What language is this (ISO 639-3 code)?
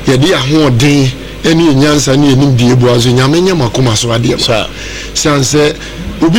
aka